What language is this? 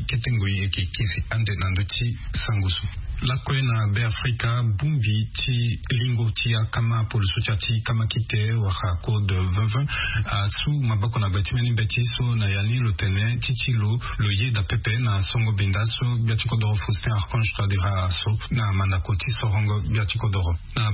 Sango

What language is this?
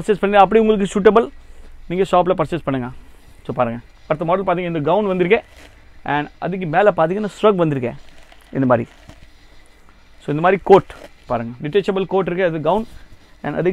Tamil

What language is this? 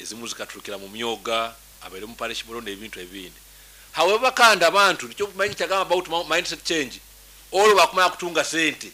Nyankole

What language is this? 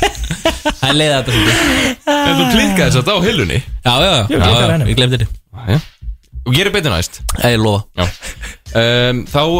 Icelandic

